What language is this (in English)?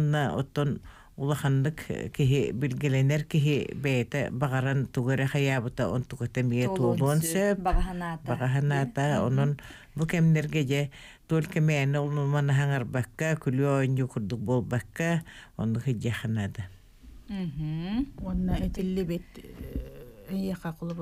Yakut